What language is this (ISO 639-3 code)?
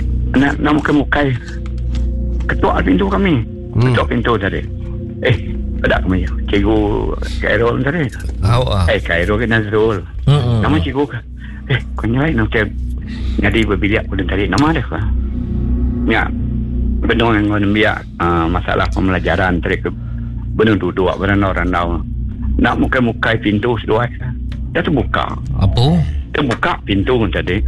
iba